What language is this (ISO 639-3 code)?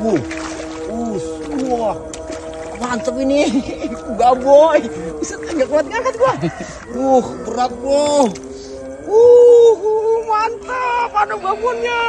bew